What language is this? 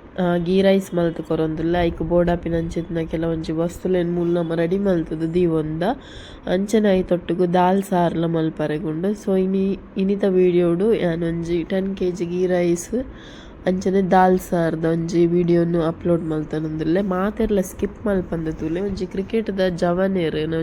Tulu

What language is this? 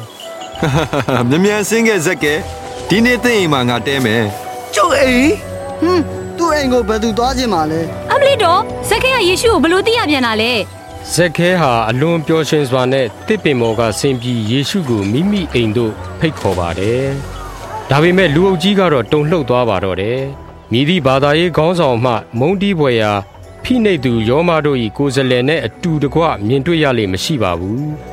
Burmese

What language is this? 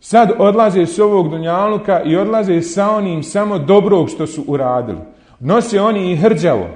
Bosnian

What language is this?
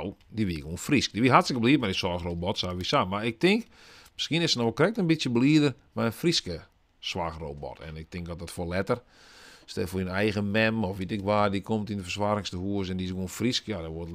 Western Frisian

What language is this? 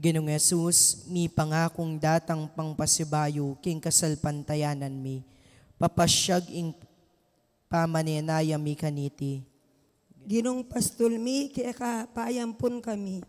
Pampanga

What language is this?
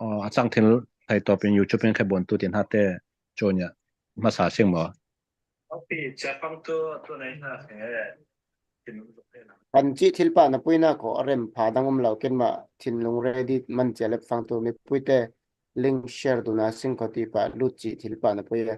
Falam Chin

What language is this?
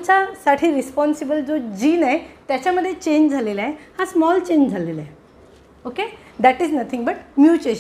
Marathi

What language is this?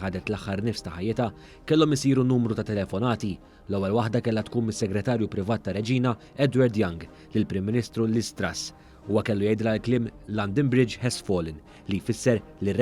Maltese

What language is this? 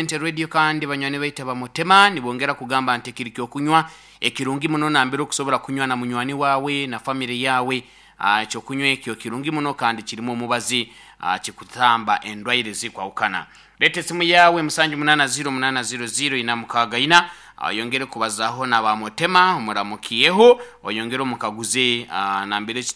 Nyankole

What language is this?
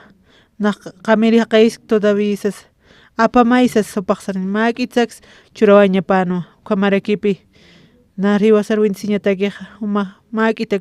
Aymara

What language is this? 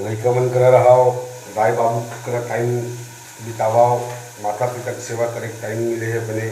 Chhattisgarhi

